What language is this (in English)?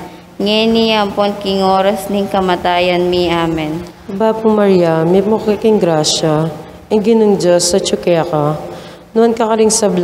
Pampanga